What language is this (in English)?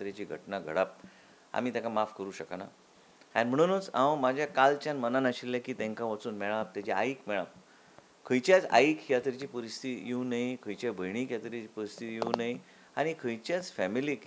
Konkani